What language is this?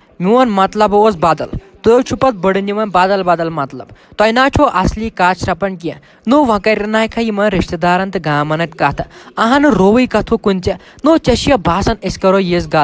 Kashmiri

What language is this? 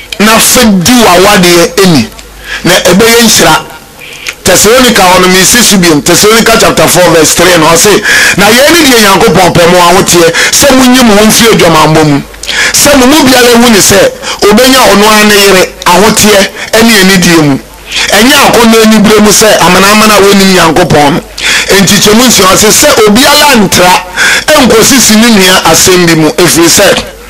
Akan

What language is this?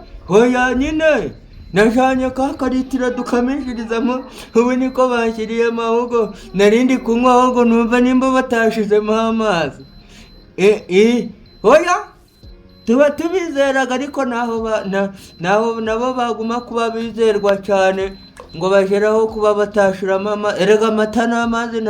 Kinyarwanda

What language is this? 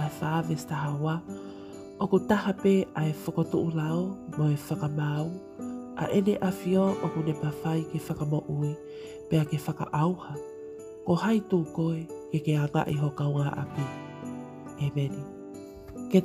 Tongan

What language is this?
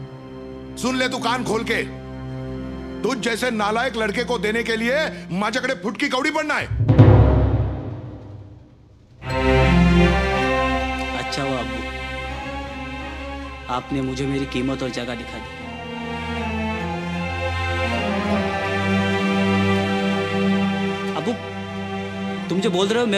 Marathi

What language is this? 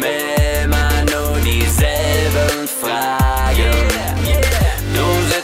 German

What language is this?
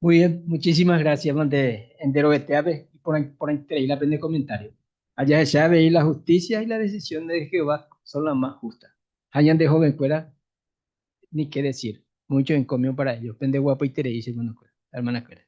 Guarani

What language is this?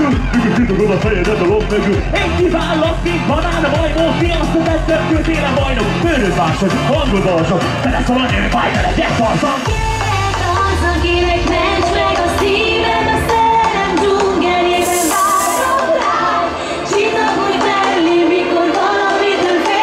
Hungarian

